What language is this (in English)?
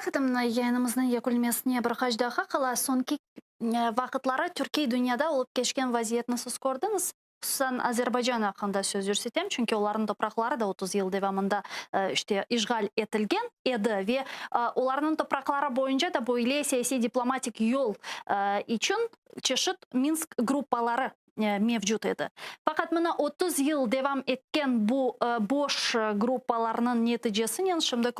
Crimean Tatar